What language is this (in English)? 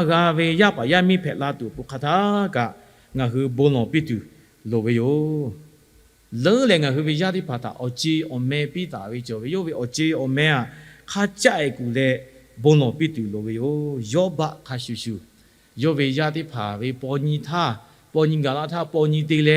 Lahu